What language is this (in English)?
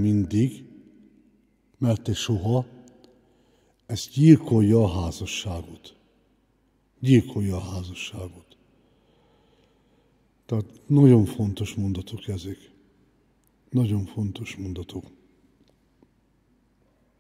Hungarian